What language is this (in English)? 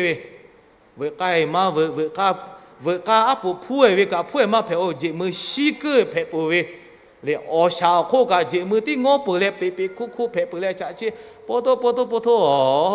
Lahu